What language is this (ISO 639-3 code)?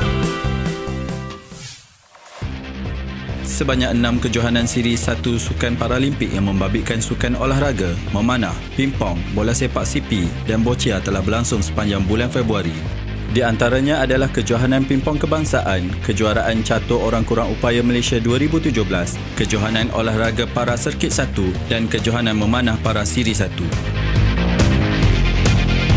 msa